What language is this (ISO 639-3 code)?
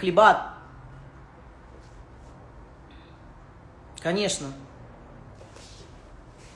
rus